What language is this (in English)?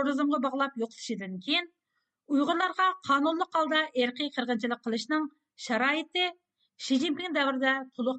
Uyghur